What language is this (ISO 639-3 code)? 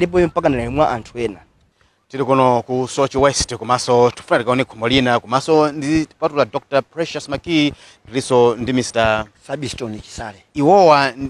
nya